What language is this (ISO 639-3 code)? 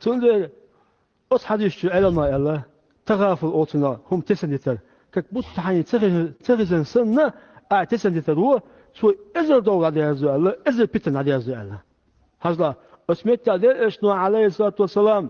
che